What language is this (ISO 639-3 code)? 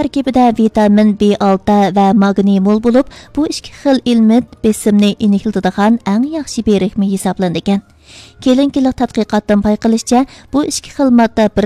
uig